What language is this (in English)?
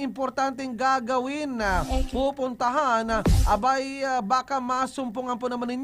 Bikol